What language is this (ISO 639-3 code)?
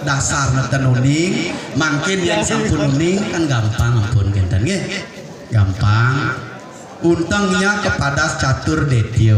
ban